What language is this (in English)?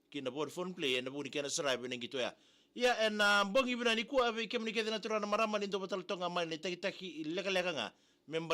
Fijian